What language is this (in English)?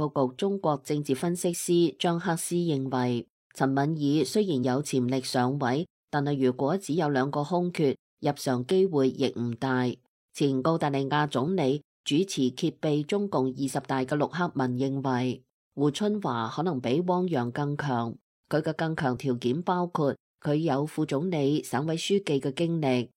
Cantonese